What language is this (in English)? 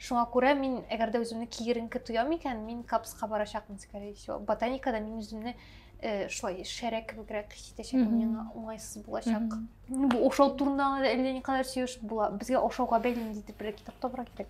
Tatar